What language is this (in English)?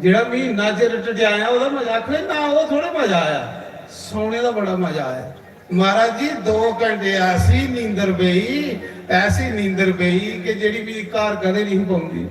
Dogri